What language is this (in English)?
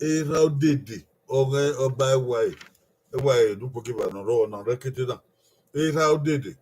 Bini